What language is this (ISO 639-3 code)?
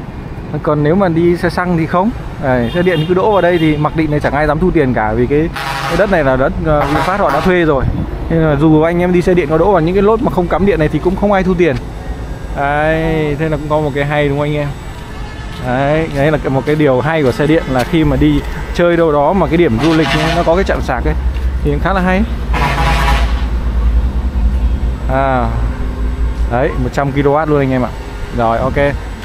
vie